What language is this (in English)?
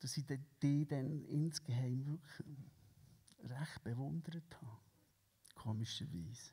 Swiss German